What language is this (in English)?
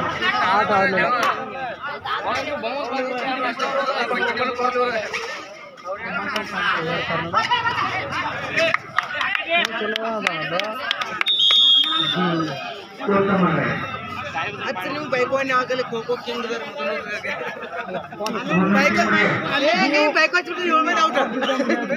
Kannada